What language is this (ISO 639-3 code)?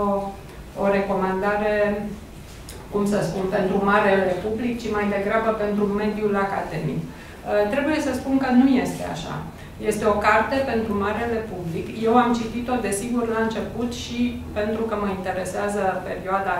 ron